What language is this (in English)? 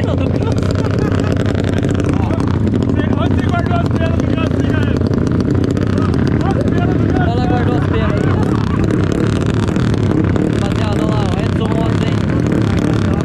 Portuguese